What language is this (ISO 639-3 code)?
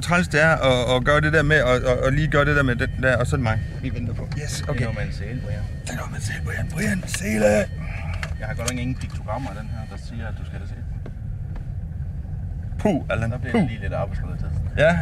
dan